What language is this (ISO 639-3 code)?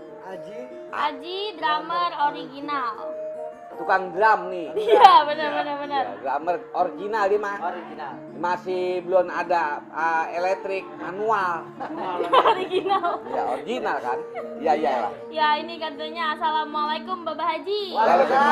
bew